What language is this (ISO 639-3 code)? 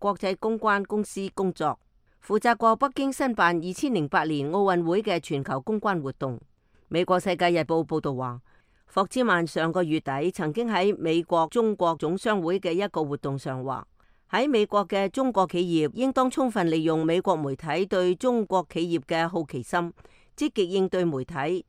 yue